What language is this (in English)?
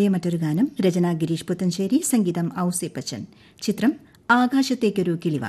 Malayalam